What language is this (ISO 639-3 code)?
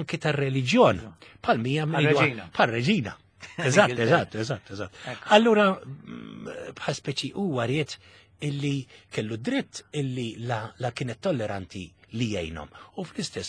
mlt